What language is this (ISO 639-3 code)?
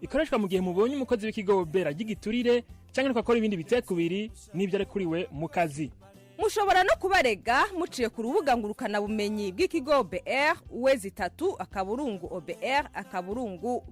run